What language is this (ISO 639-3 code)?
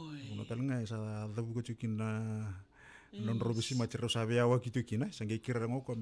fij